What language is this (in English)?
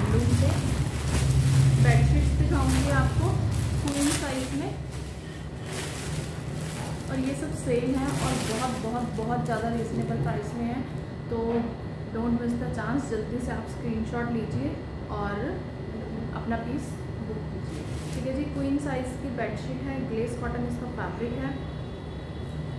Hindi